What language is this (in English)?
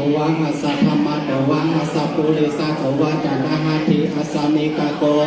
Pali